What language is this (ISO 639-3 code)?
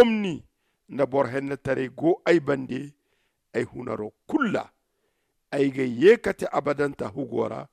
dje